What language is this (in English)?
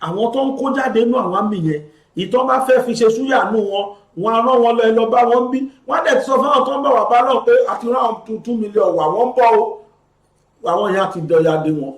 Yoruba